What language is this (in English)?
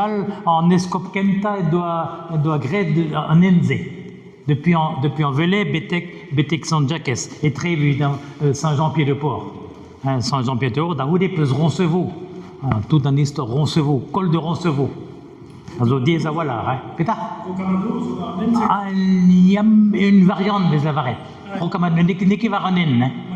Breton